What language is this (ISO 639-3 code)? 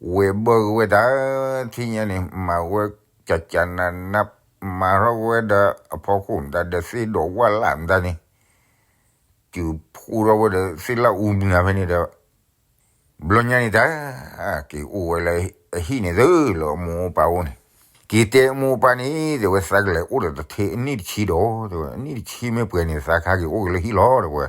ksw